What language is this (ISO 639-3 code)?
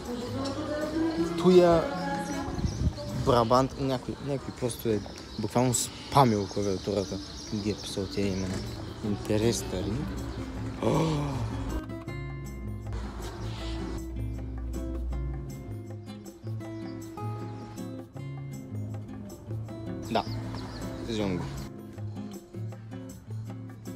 bul